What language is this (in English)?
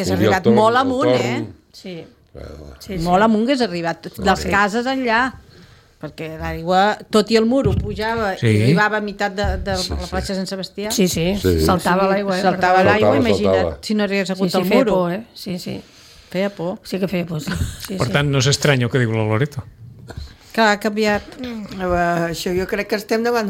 Catalan